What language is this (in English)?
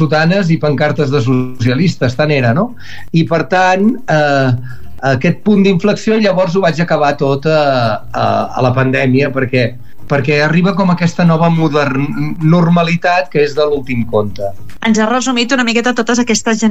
Catalan